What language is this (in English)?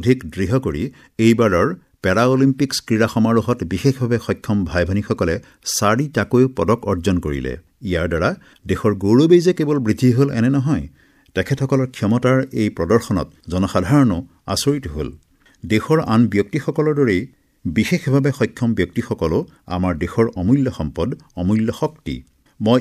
Assamese